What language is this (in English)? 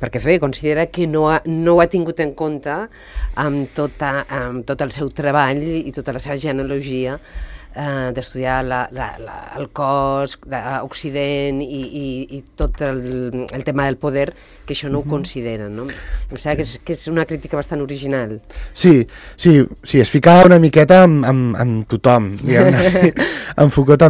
Catalan